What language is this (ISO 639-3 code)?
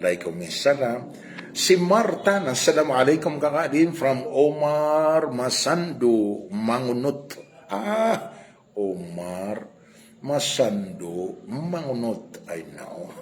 mrw